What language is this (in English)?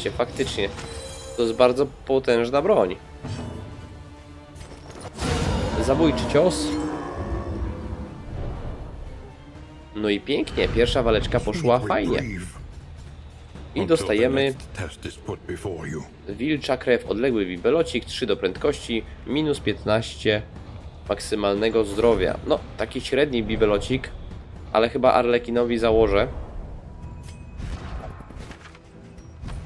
Polish